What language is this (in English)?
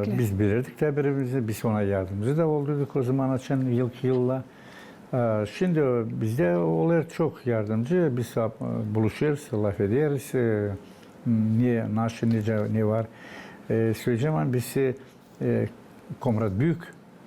Gagauz